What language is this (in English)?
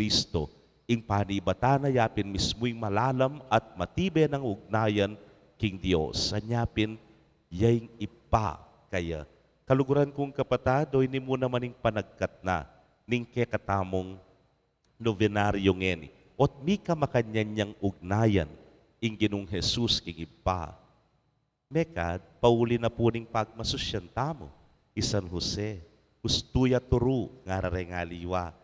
Pampanga